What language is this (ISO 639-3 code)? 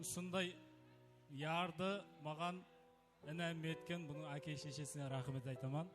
kaa